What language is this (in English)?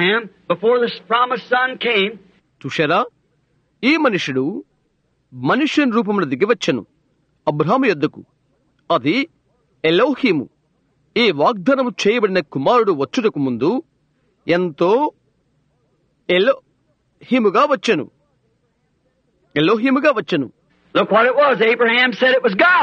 Telugu